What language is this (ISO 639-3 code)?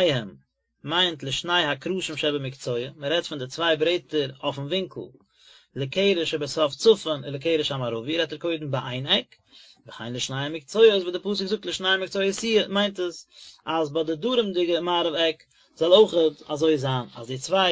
yid